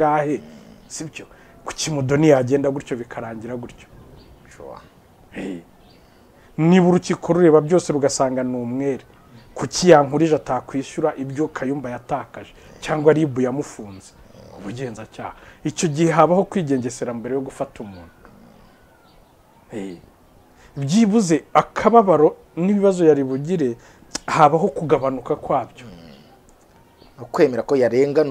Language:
Kinyarwanda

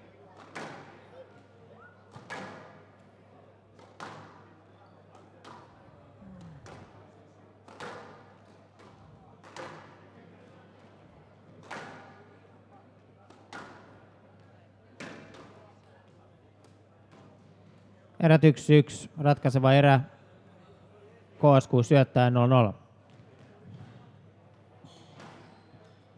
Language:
Finnish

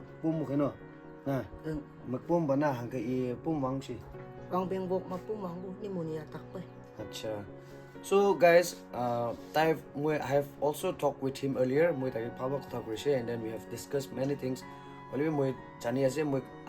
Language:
Naga Pidgin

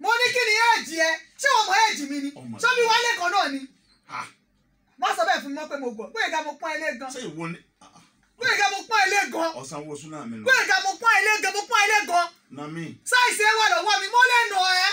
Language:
Yoruba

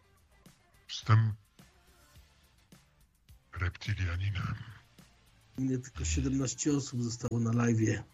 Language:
Polish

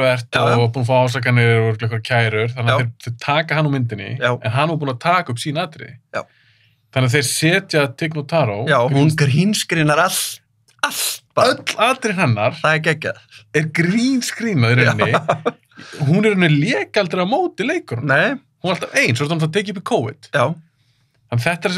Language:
Icelandic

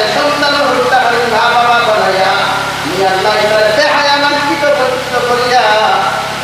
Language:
Sylheti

